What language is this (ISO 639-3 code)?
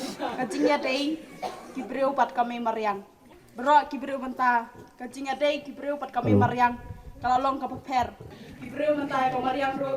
kha